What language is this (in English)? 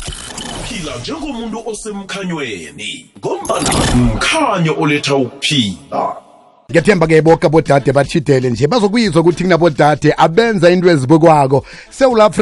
South Ndebele